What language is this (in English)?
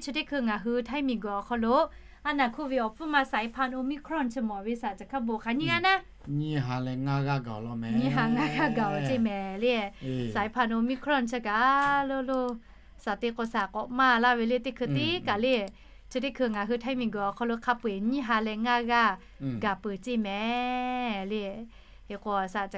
Lahu